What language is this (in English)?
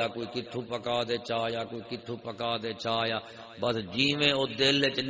Saraiki